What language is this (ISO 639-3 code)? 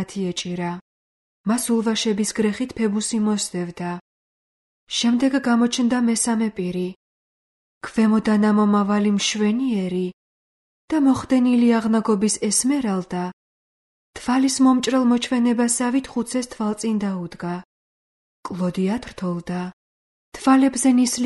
kat